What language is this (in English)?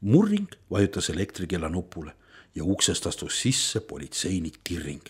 Estonian